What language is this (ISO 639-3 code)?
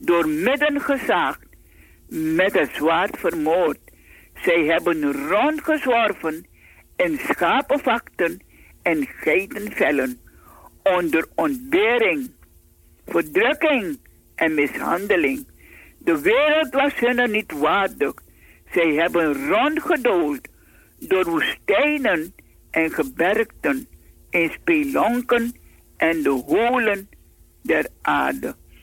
nld